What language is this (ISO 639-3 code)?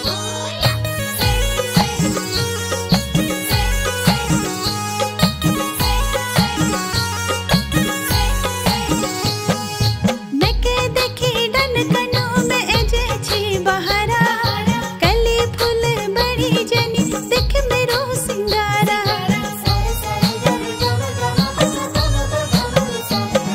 kfy